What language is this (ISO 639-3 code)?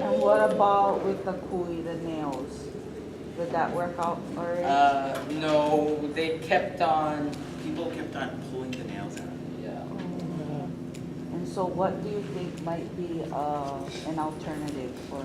haw